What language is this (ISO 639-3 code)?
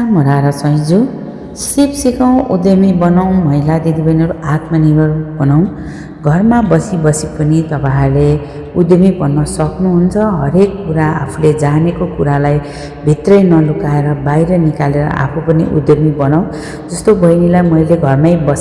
nep